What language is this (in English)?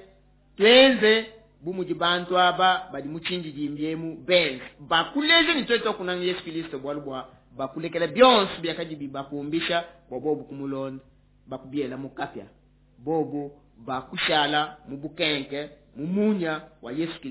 Luba-Lulua